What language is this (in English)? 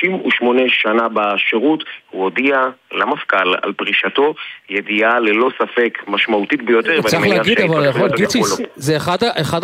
Hebrew